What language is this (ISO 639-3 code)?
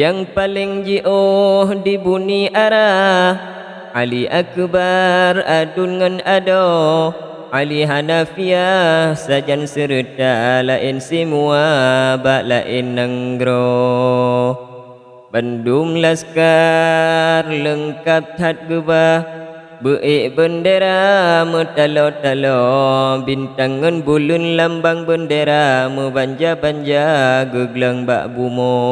ace